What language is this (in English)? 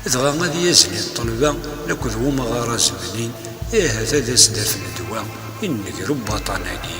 Kabyle